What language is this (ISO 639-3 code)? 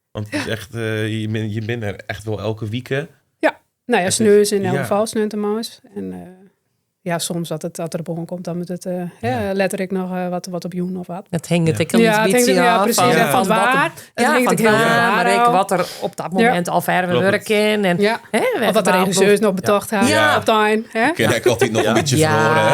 fry